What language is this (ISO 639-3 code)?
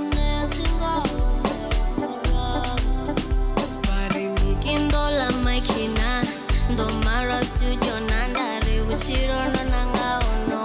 ven